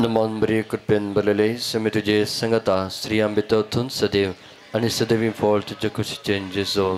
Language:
Konkani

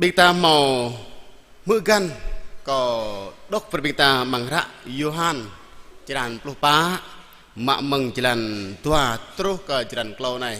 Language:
Jarai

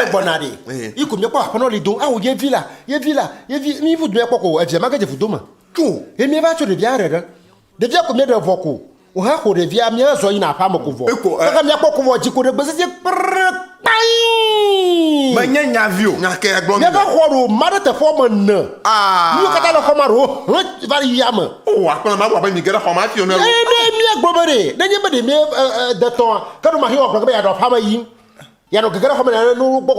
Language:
Ewe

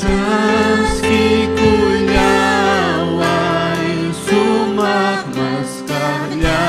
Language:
Ayacucho Quechua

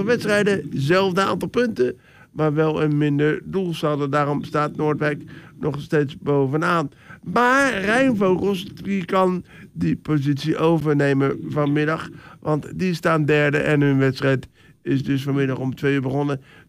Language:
Dutch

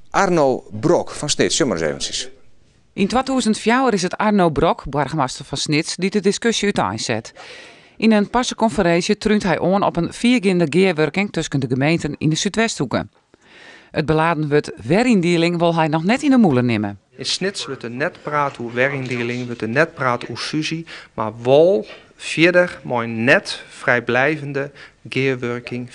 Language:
Western Frisian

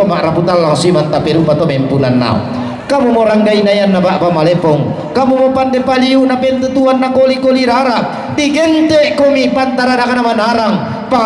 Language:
Toraja-Sa'dan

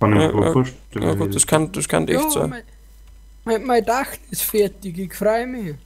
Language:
Bavarian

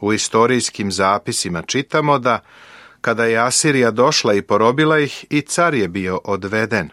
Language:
Serbian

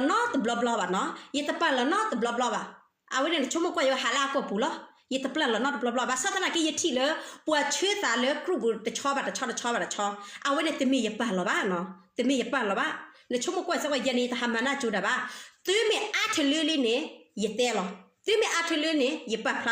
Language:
S'gaw Karen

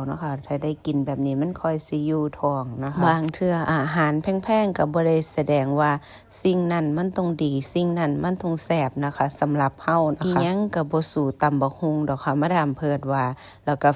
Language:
Northeastern Thai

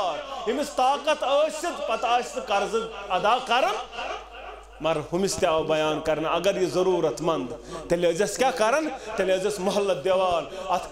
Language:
Kashmiri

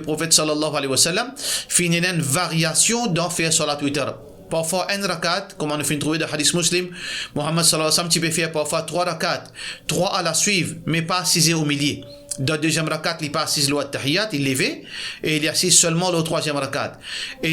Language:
Morisyen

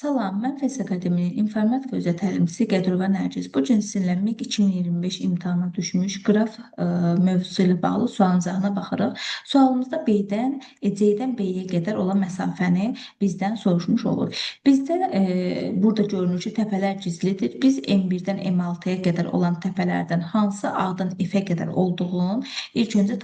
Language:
Azerbaijani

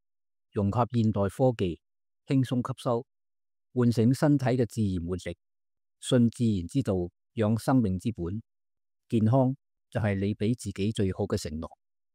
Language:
Cantonese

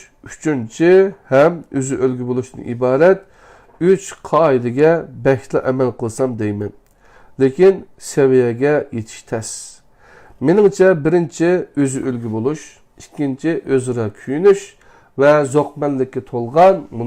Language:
Uyghur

